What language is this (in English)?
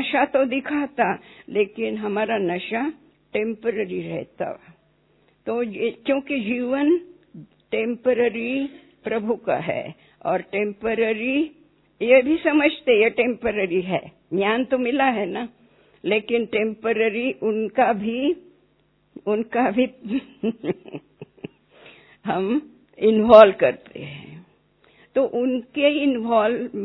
Hindi